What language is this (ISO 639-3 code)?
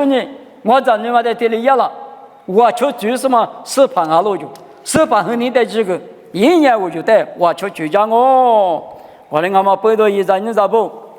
lis